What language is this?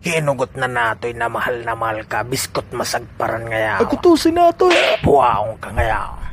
Waray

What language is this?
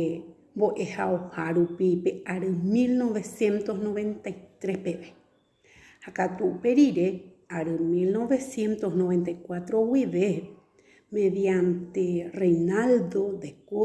Guarani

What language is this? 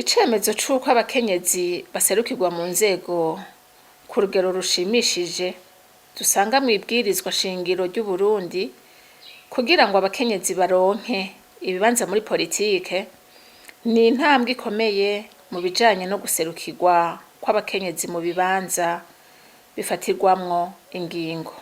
Rundi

